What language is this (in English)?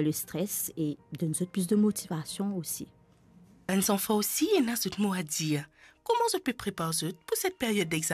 Morisyen